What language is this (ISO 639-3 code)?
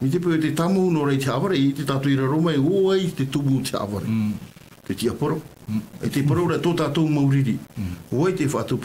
tah